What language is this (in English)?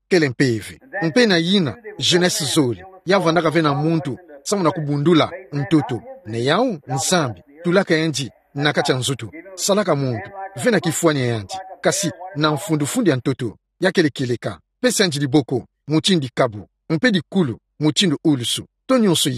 Kituba (Democratic Republic of Congo)